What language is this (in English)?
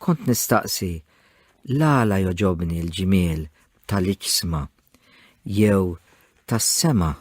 Maltese